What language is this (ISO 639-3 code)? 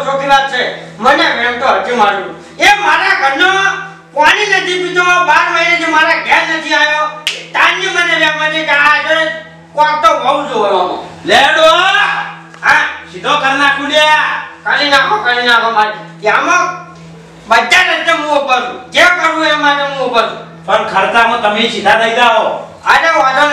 guj